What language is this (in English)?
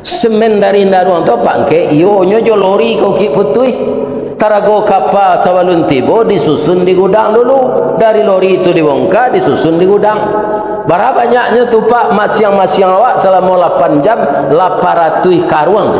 Minangkabau